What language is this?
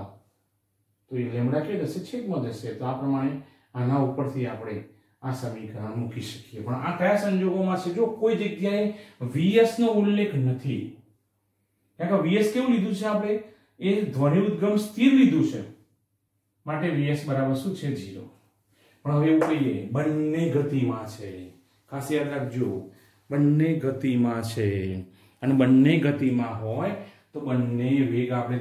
Gujarati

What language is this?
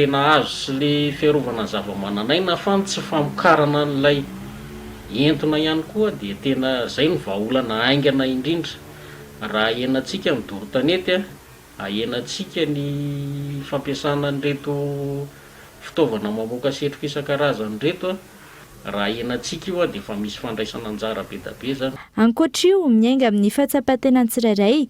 Malagasy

